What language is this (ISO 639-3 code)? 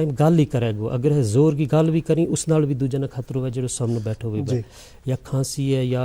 gju